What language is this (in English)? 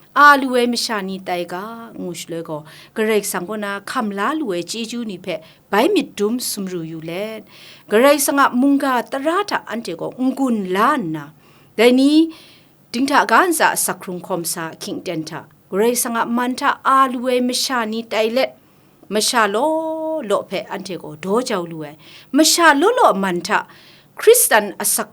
Kachin